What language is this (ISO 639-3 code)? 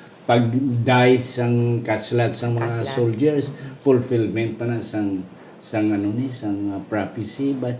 hil